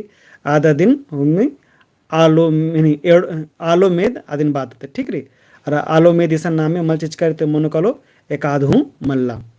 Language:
Kurukh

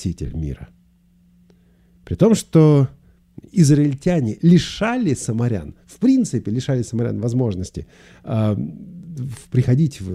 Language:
Russian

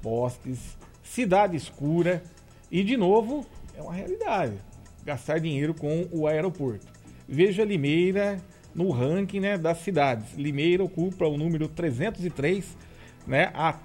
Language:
Portuguese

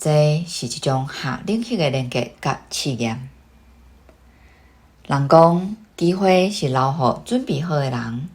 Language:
Min Nan Chinese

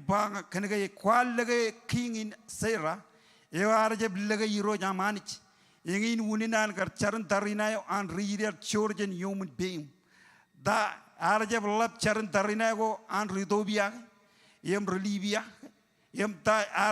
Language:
Marshallese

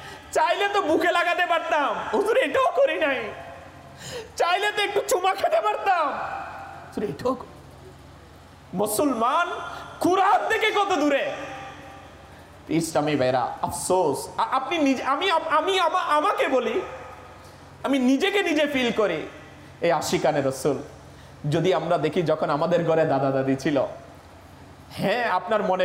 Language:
Bangla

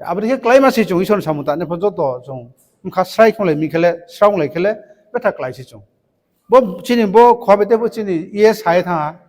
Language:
Riang (India)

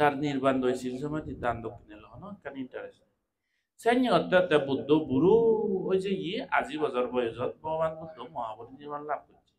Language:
Chakma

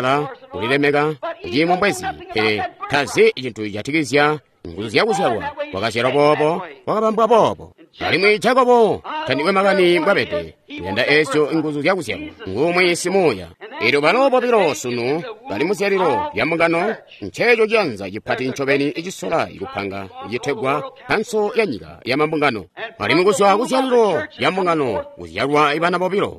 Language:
Tonga (Zambia)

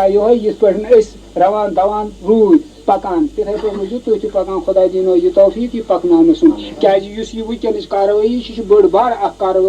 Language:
Kashmiri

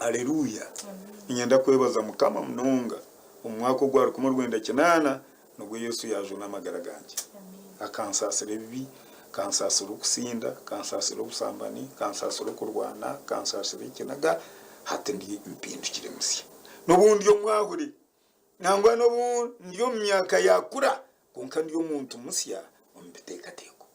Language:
Nyankole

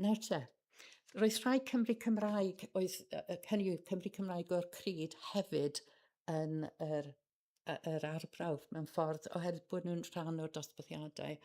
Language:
Welsh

